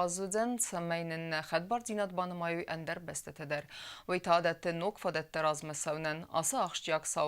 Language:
Ossetic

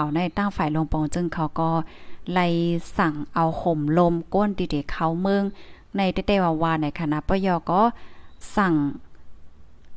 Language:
Thai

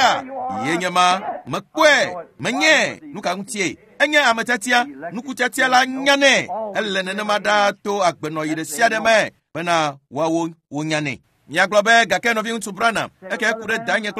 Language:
Ewe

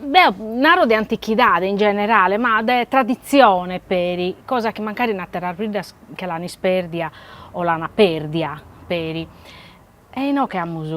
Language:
Sardinian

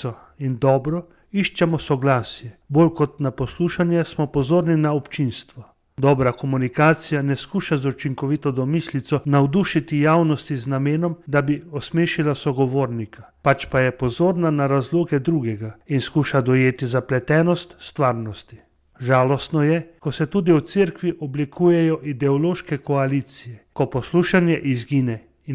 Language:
Slovenian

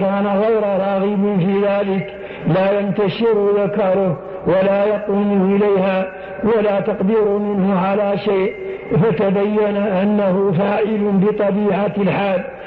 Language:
Arabic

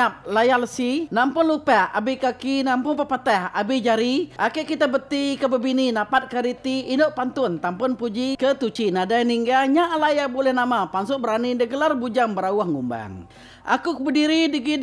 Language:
Iban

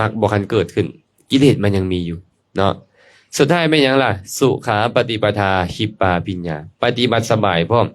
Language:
Lao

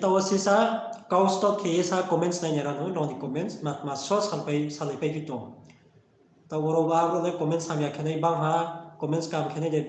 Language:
Riang (India)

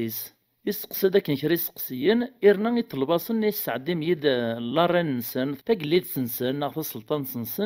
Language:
Kabyle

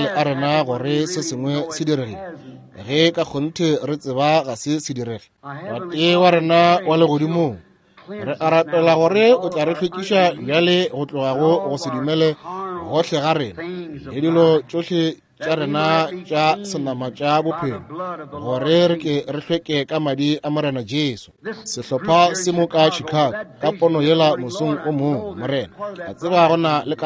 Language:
Northern Sotho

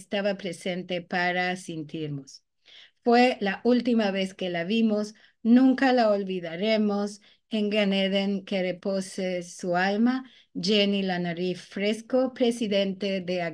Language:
Ladino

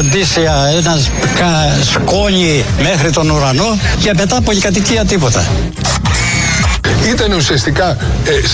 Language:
Greek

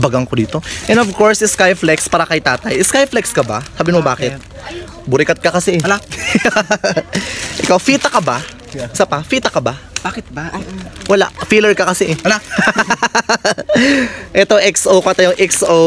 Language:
Filipino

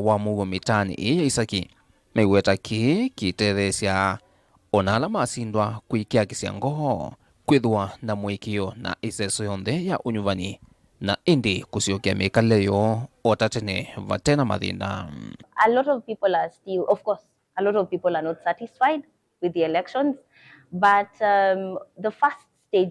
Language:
Kamba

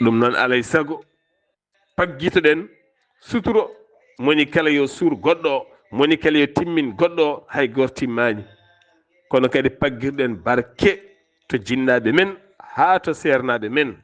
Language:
Fula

